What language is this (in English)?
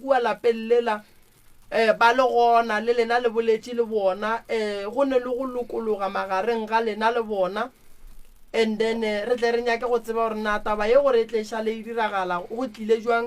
Northern Sotho